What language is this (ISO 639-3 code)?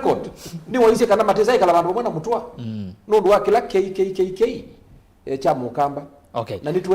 kam